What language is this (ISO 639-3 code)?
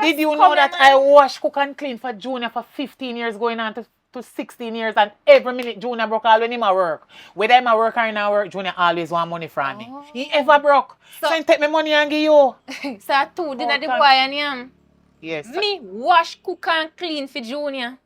jam